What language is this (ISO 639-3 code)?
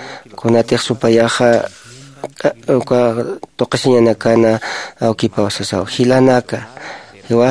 aym